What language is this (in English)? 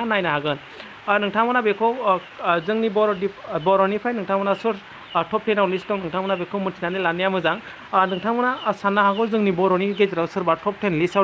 Bodo